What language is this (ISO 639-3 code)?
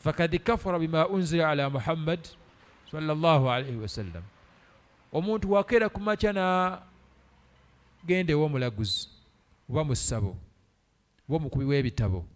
lug